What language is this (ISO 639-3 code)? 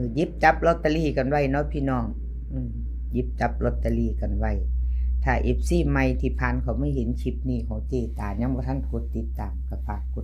tts